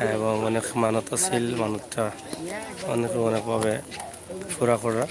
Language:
Sylheti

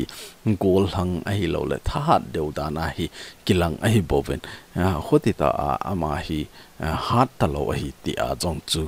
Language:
Thado Chin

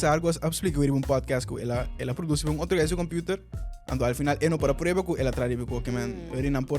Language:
Papiamento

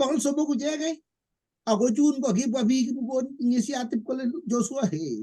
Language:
Kalenjin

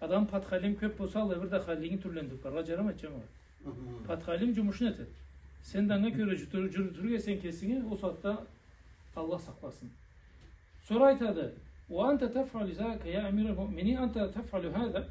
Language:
Karachay-Balkar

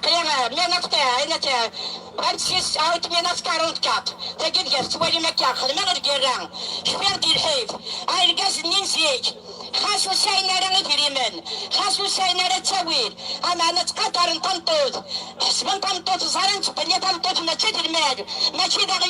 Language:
Kabyle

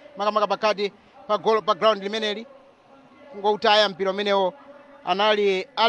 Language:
Nyanja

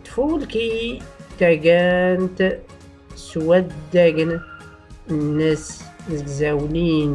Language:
Tachelhit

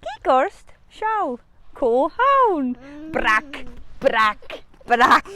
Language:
Scottish Gaelic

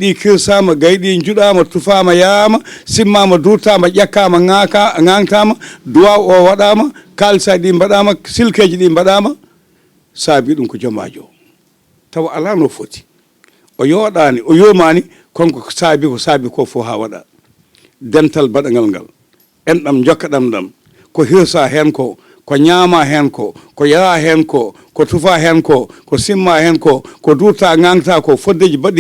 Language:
Fula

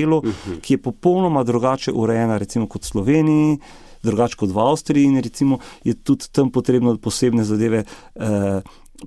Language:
Slovenian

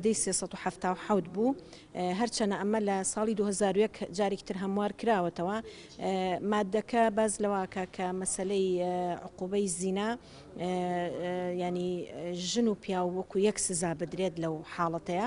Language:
Central Kurdish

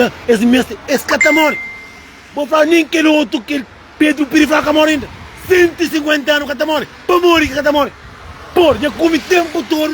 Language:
Kabuverdianu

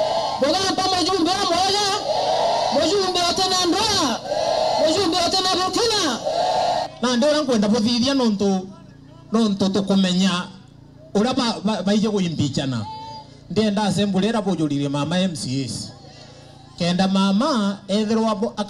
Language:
Meru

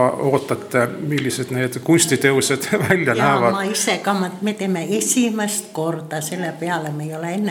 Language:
Estonian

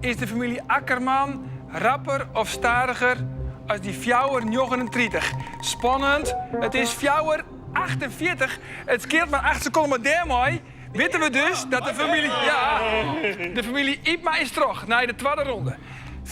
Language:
Western Frisian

